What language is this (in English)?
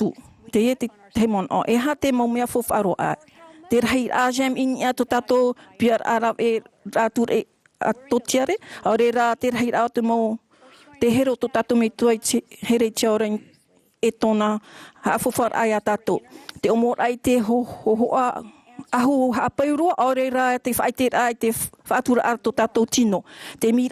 Tahitian